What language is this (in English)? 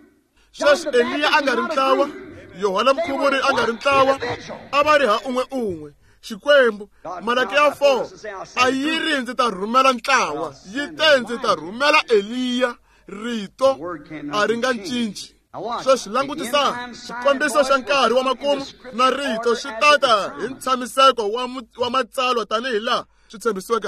Tsonga